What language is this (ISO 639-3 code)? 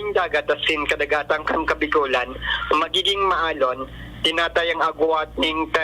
bik